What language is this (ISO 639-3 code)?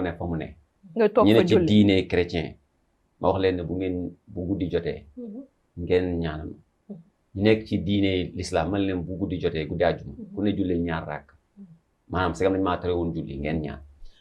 wol